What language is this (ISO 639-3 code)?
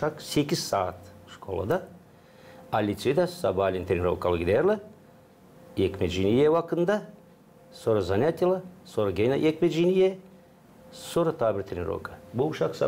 gag